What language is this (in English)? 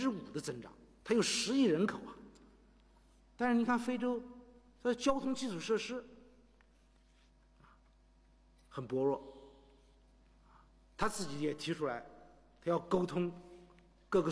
Chinese